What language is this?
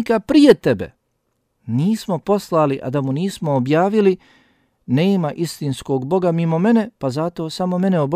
Bosnian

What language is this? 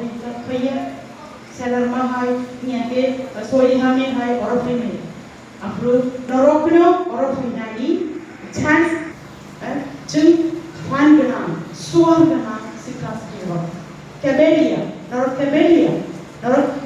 Kok Borok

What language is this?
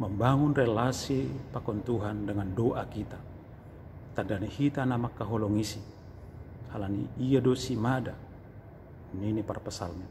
Batak Simalungun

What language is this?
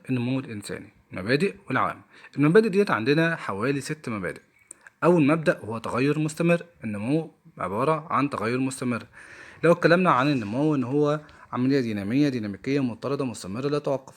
Egyptian Arabic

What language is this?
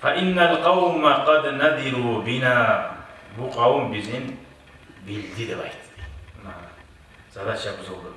Kumyk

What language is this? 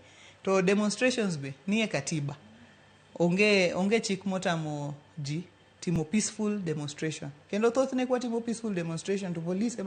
Luo (Kenya and Tanzania)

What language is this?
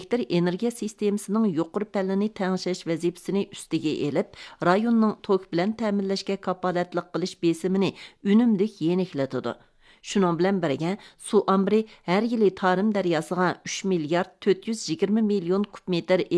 Uyghur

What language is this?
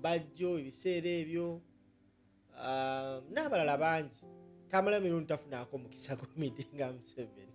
Ganda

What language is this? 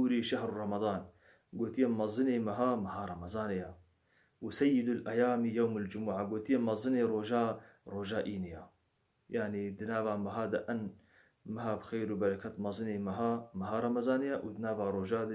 Kurdish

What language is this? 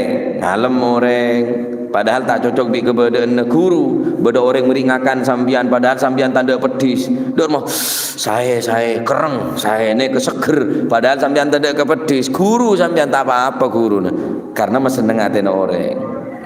Madurese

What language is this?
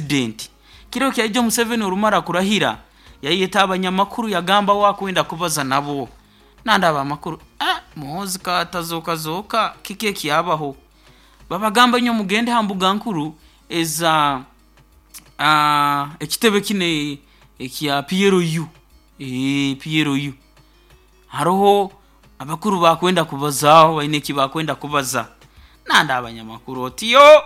Nyoro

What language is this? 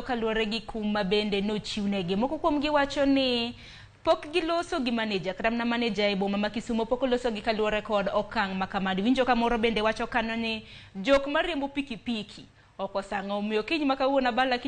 Luo (Kenya and Tanzania)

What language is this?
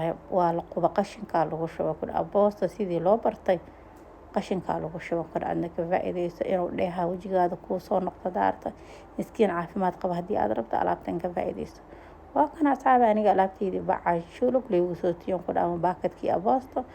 Somali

